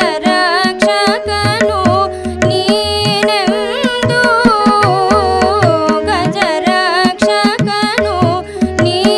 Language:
Kannada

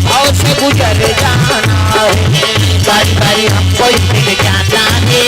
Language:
Chhattisgarhi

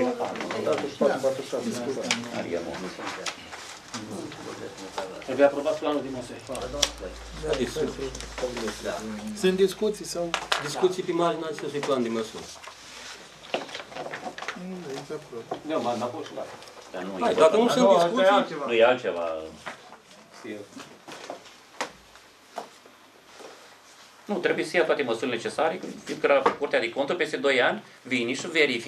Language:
Romanian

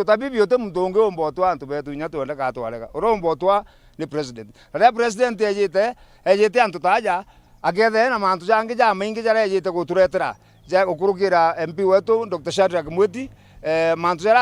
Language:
Meru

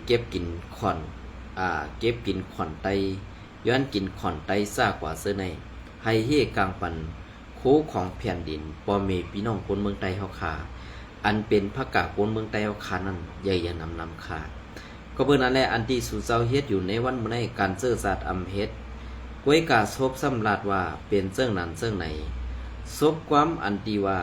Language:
Shan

